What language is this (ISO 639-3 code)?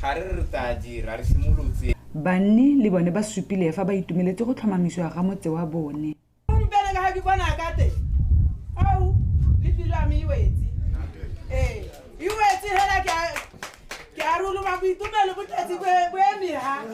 tsn